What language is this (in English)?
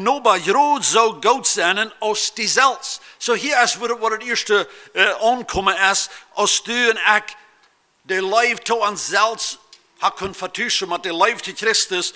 Plautdietsch